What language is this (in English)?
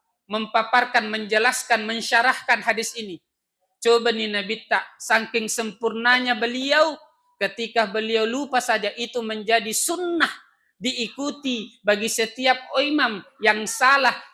Buginese